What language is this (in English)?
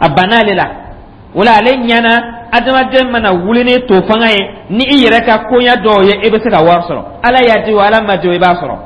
Dyula